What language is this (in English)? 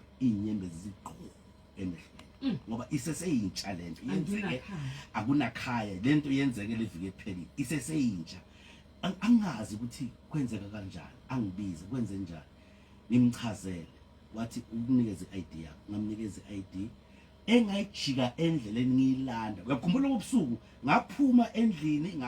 Zulu